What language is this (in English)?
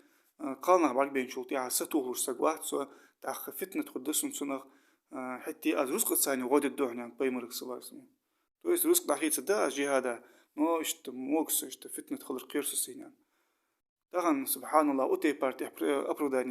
Ingush